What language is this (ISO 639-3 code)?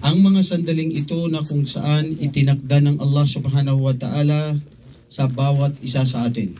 mrw